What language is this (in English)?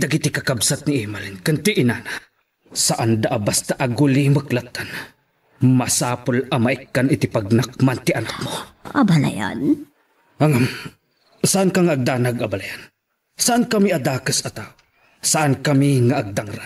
Iloko